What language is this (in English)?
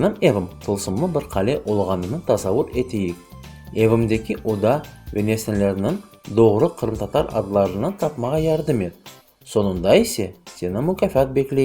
Crimean Tatar